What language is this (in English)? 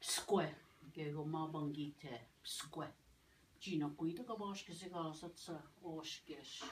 Ojibwa